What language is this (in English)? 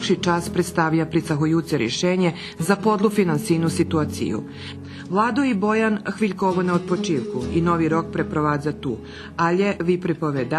Rusyn